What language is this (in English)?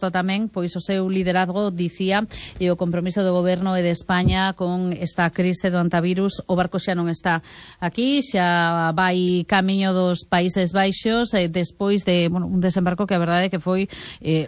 Galician